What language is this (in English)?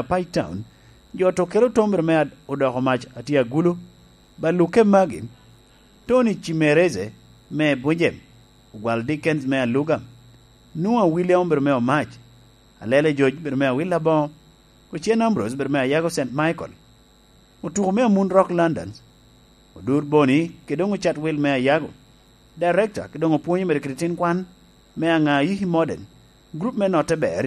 Lango (Uganda)